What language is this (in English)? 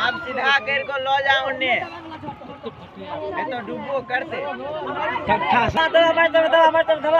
Maithili